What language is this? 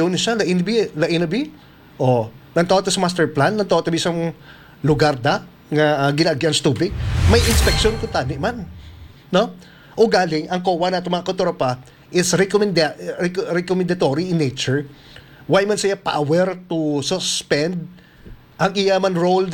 Hiligaynon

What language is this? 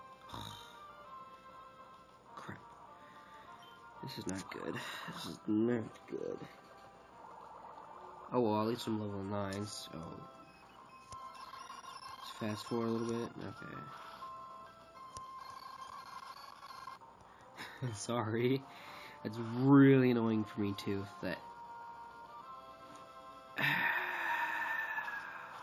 English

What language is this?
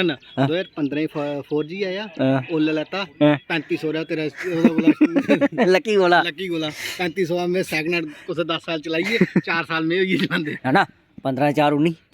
Dogri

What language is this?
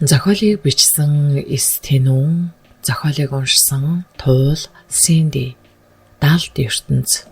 Mongolian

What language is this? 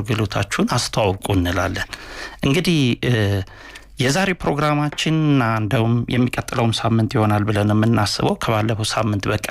Amharic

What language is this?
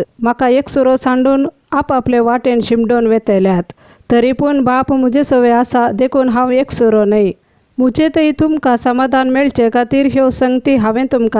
Konkani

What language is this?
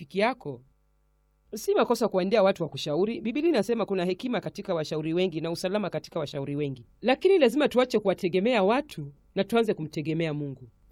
Swahili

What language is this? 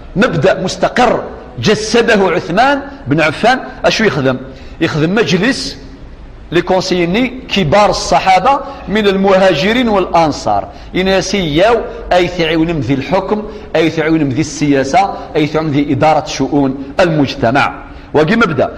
Kabyle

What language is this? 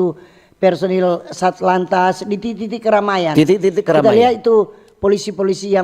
Manado Malay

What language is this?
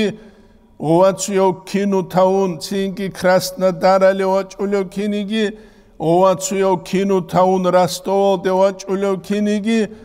Avaric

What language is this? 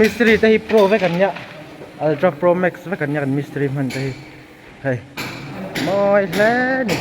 Mizo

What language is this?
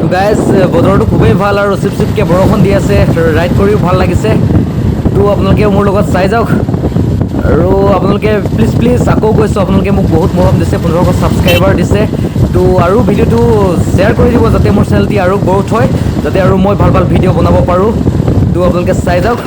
Assamese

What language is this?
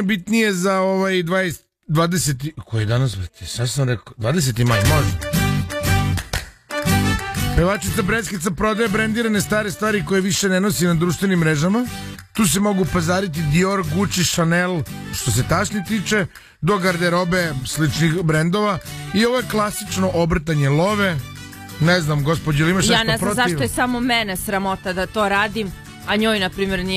Serbian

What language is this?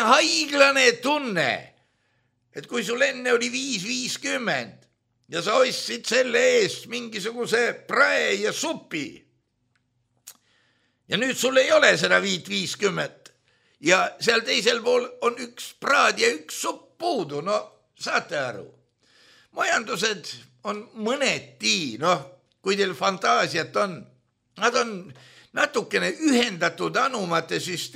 Estonian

